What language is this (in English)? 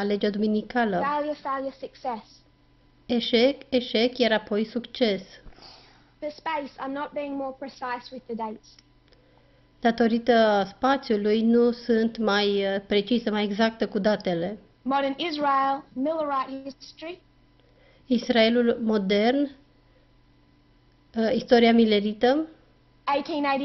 Romanian